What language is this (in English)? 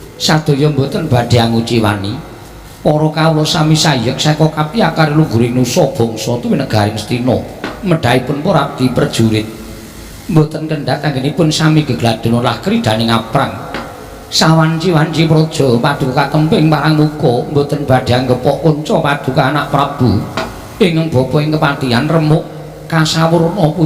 Javanese